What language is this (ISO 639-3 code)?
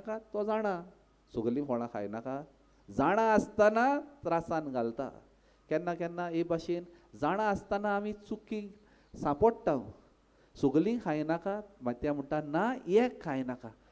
kok